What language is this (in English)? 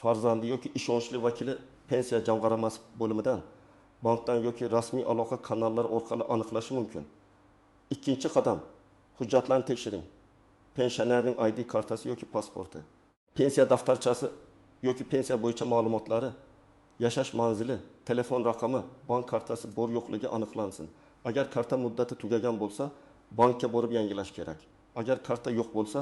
Uzbek